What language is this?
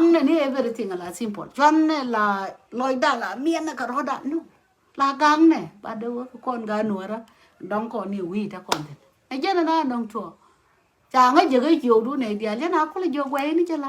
Nuer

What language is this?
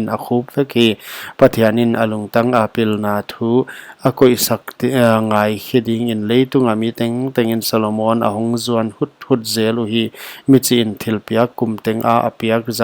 Paite Chin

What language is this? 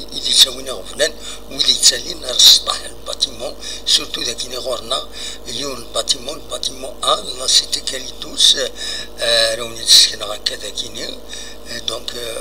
Kabyle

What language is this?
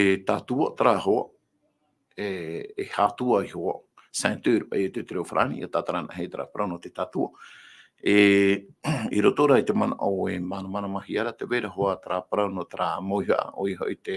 Tahitian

